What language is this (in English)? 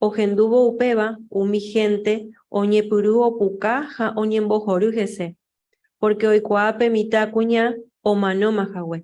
Guarani